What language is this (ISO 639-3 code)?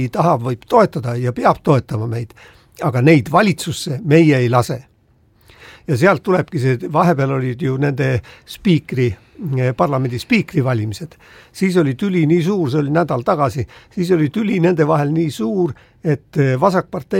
est